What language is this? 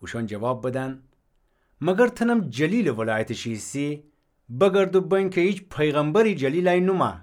Gilaki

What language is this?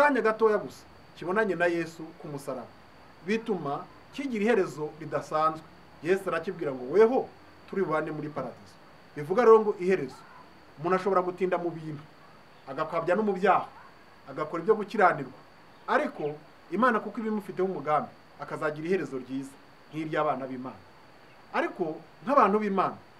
Kinyarwanda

